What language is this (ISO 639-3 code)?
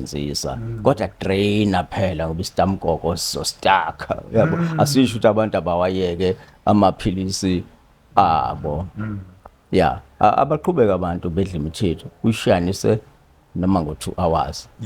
zul